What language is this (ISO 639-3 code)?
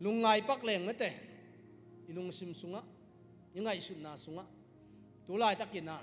ctd